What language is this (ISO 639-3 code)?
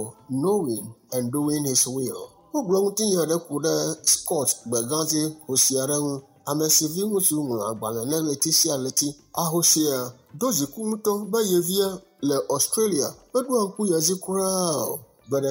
ewe